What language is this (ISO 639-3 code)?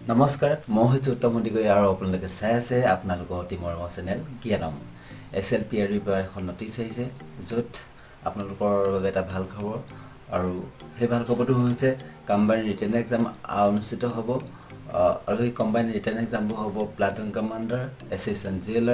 asm